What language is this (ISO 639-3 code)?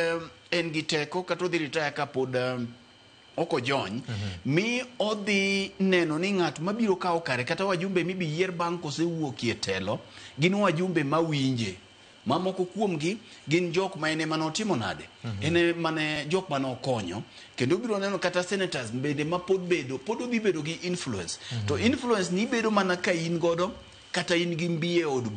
luo